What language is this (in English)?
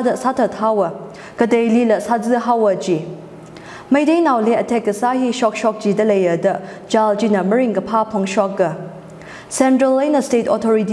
Tangkhul Naga (India)